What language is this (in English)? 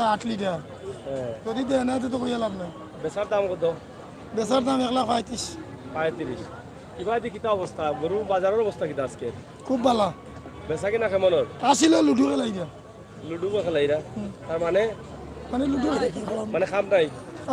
Sylheti